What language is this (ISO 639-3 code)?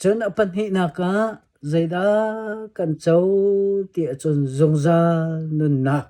cnh